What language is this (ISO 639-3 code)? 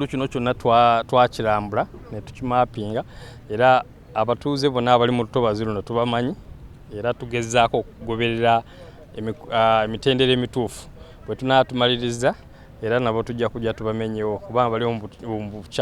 lug